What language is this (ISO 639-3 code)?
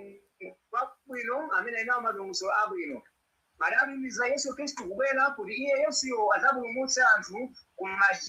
nya